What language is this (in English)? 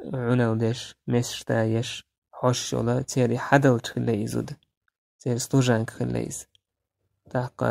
Chechen